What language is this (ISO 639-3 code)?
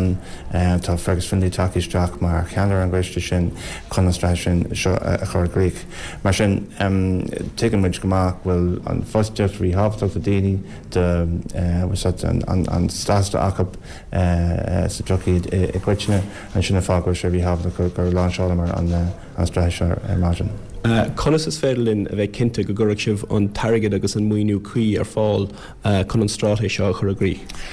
gle